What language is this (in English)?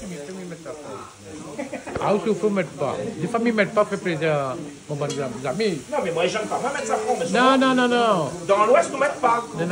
Réunion Creole French